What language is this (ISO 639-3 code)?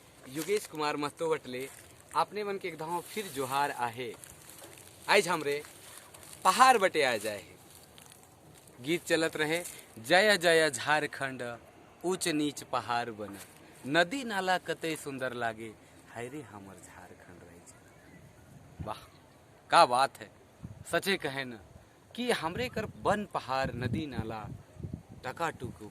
sck